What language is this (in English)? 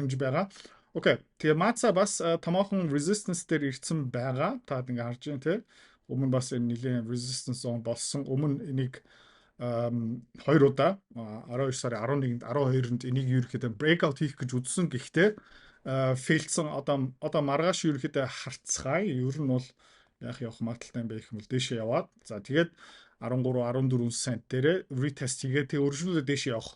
Mongolian